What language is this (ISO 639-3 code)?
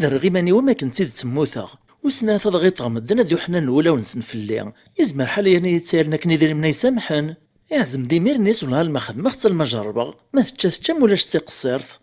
kab